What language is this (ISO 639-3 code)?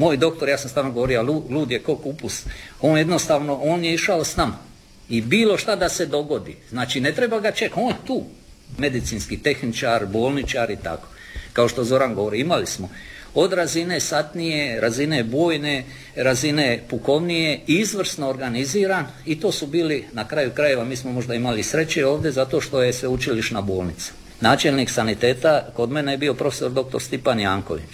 hrv